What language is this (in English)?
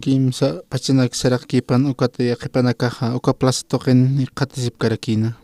Aymara